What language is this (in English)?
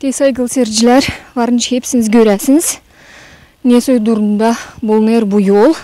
Gagauz